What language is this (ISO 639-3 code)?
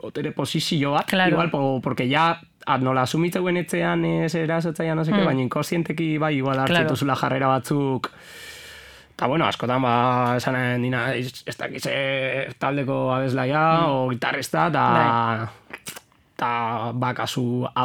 eus